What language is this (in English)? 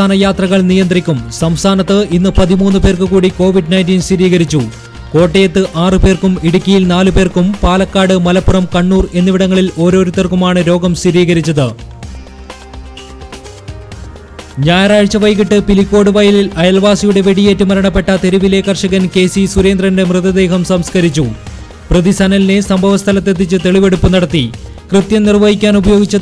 Malayalam